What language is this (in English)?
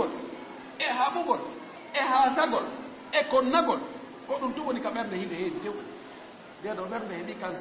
Fula